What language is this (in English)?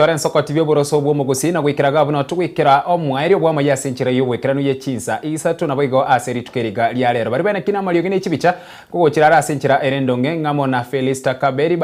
Gusii